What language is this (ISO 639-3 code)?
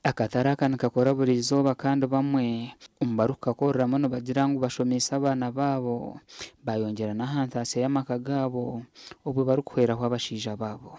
nyn